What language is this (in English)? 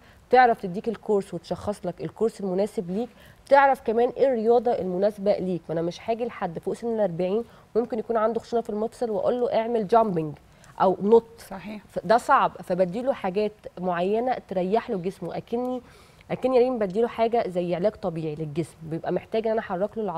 Egyptian Arabic